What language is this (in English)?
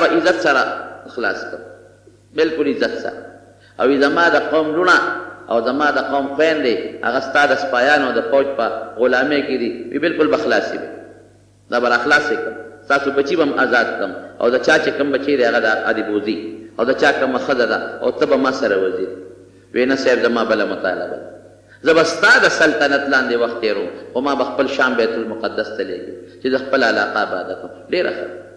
Pashto